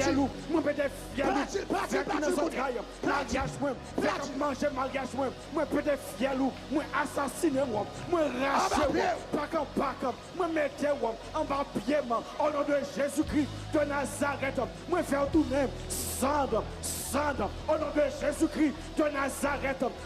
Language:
Haitian Creole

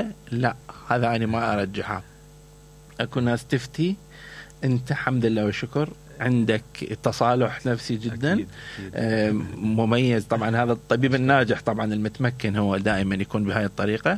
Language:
Mesopotamian Arabic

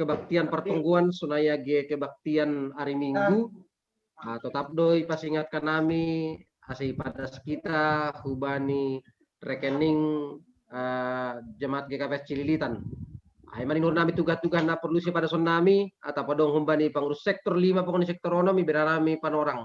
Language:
Batak Simalungun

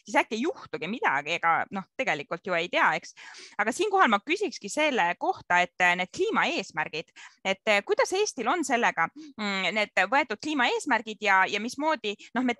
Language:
Estonian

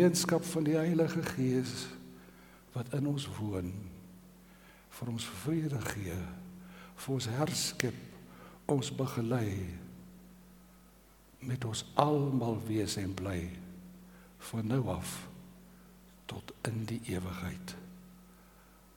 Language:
Afrikaans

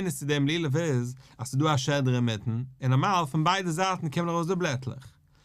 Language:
Yiddish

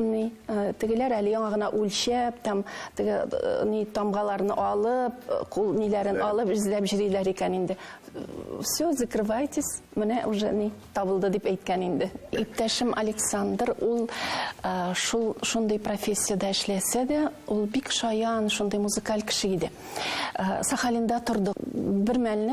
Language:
Tatar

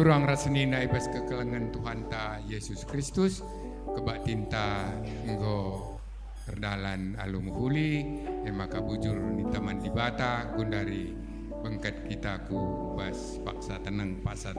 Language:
Batak Karo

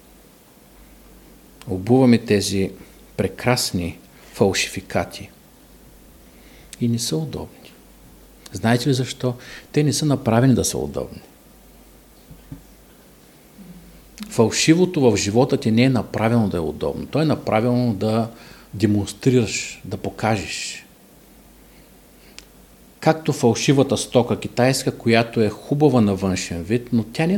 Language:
Bulgarian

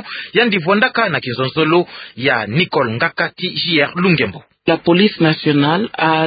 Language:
Kituba (Democratic Republic of Congo)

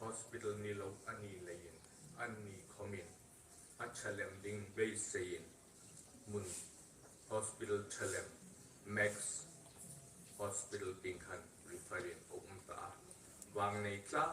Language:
Hmar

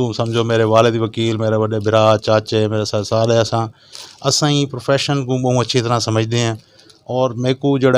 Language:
Saraiki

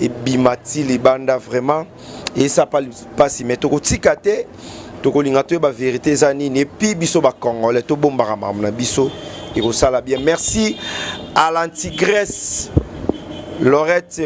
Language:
Lingala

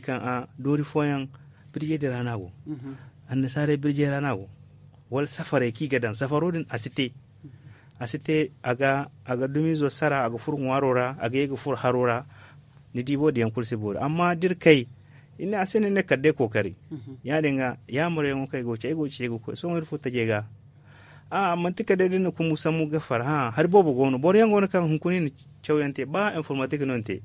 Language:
Zarma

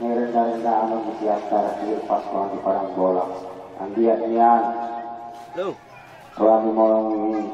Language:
Batak Angkola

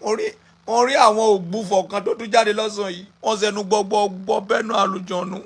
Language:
Yoruba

